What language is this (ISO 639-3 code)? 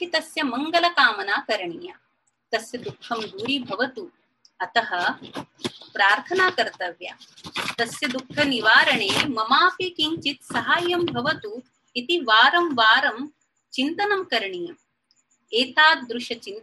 san